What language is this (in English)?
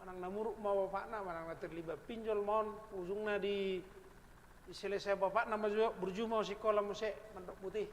Batak Toba